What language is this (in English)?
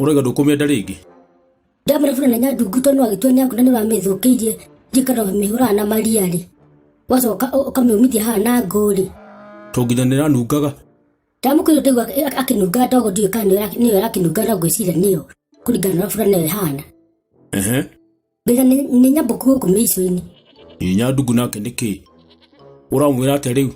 Kikuyu